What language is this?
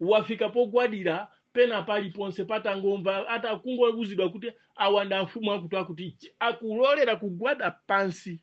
Nyanja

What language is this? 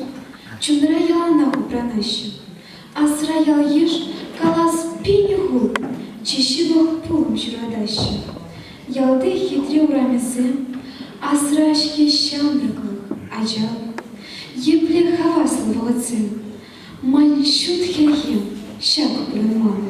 Chuvash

